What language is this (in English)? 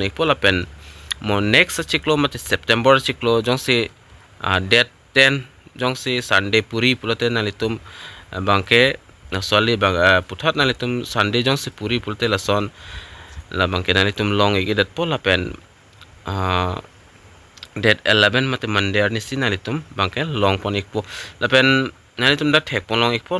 Karbi